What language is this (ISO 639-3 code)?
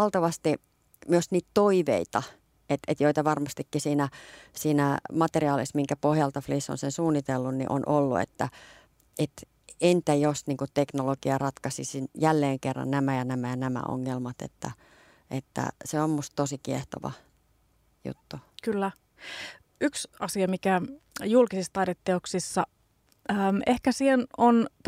fin